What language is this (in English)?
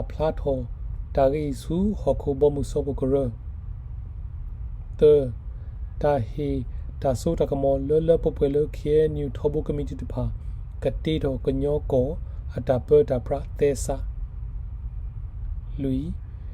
S'gaw Karen